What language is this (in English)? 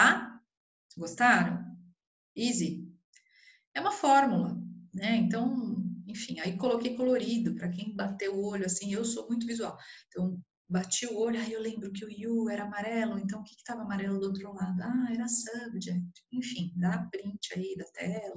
Portuguese